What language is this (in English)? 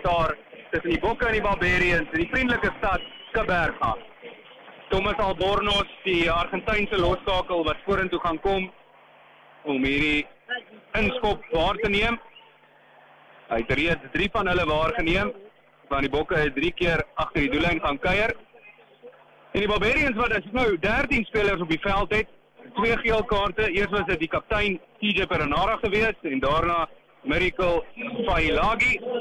Afrikaans